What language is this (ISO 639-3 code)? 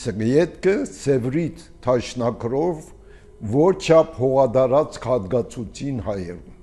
hye